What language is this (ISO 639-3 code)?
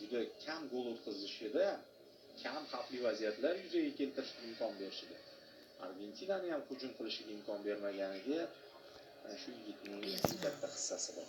uzb